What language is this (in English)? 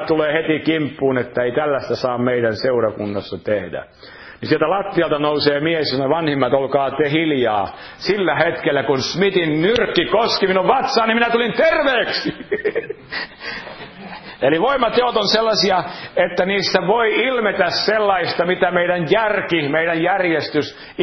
Finnish